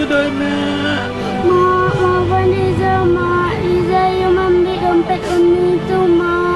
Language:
Minangkabau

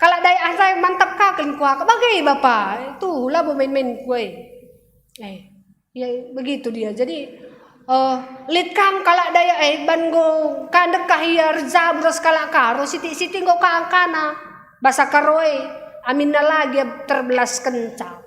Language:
Batak Karo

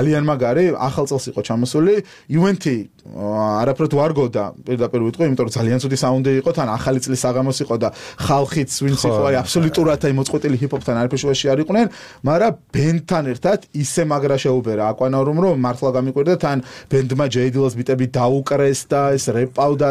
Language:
Georgian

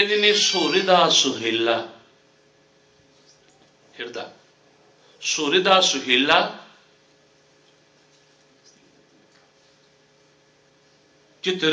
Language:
Punjabi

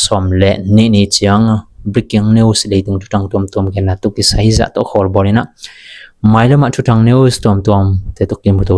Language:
Tedim Chin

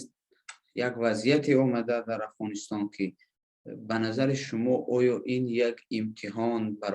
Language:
Persian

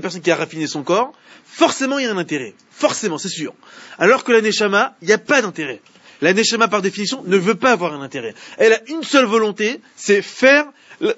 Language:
French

